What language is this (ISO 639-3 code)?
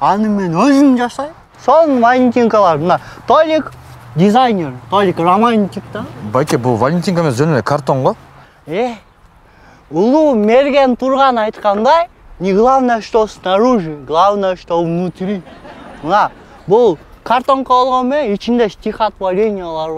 kir